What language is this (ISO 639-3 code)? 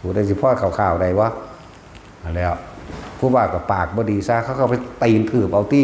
tts